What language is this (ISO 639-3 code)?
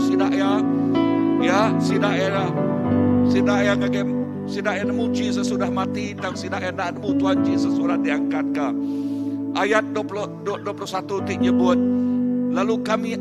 iba